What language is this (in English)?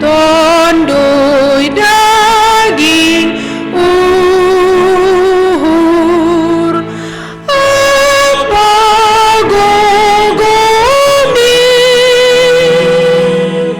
Batak Simalungun